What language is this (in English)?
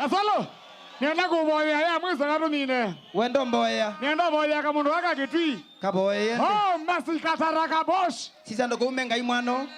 Kamba